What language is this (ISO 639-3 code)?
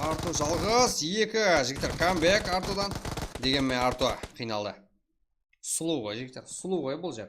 kaa